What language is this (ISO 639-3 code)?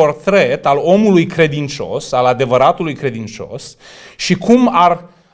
ron